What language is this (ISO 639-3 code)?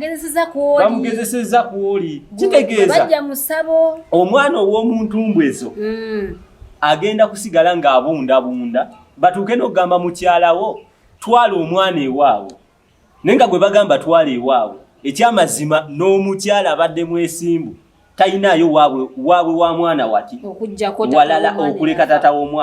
lug